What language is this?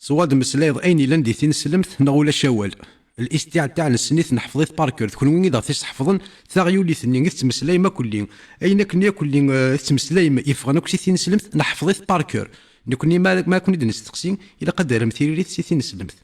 Kabyle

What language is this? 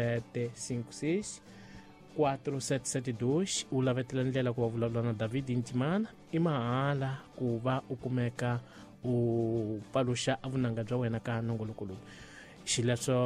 Tsonga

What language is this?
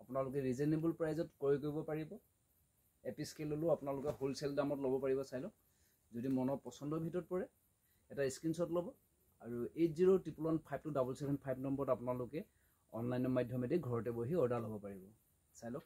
Assamese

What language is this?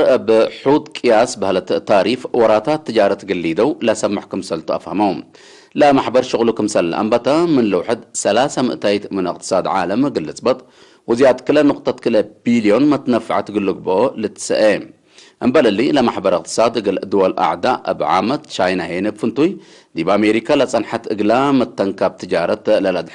Tigre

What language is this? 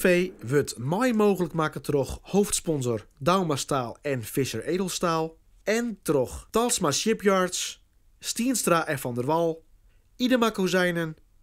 Western Frisian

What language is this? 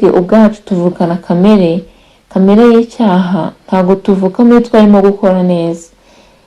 Kinyarwanda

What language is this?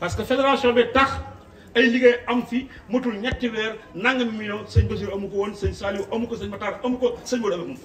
Wolof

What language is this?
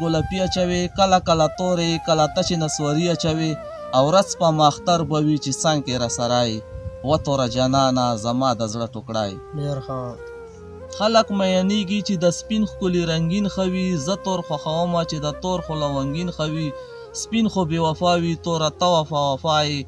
Pashto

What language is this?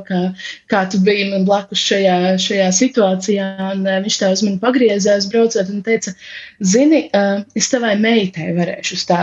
Latvian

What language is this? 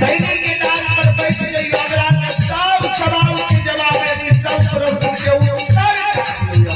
Maithili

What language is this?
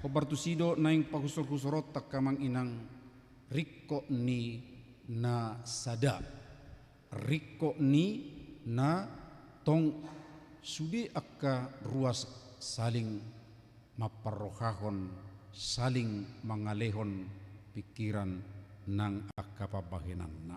Batak Toba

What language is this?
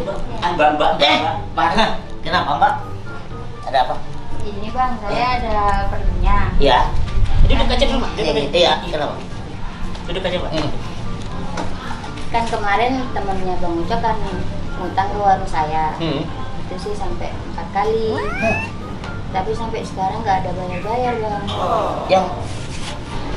Indonesian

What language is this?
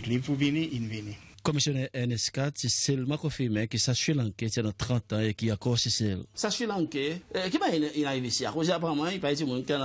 Seselwa Creole French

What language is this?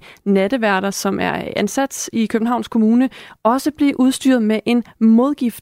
Danish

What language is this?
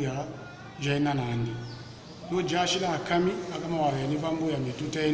Tetela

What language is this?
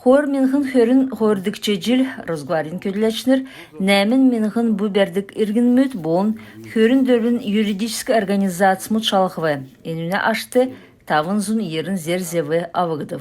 Kalmyk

